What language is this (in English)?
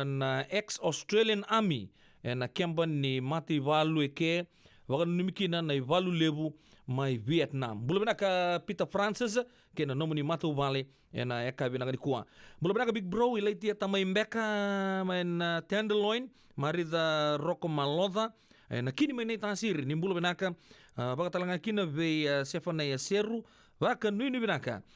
Fijian